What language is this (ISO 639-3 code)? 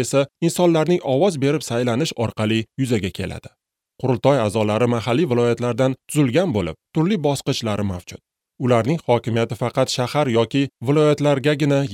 uzb